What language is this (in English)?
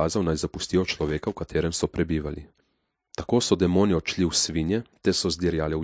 Slovenian